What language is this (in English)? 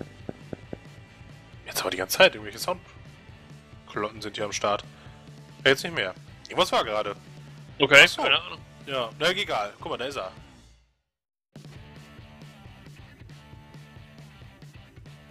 German